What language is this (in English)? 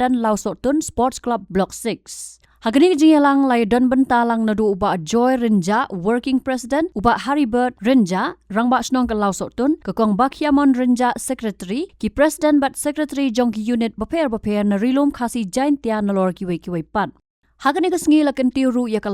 Khasi